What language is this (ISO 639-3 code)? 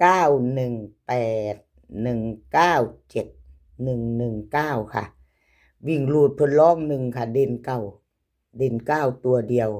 tts